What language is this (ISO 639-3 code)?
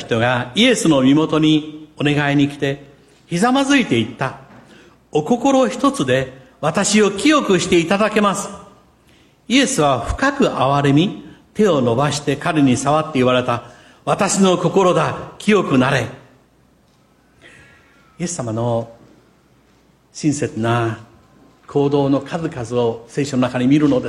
jpn